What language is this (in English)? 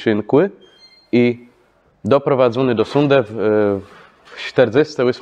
Kashubian